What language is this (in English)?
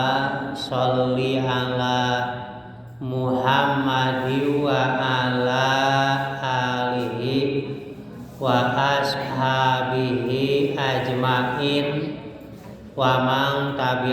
Sundanese